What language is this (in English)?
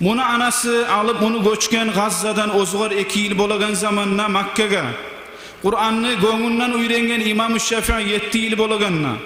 Kumyk